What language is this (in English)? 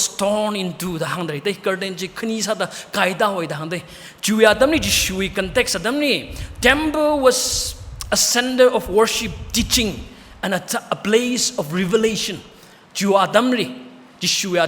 Tangkhul Naga (India)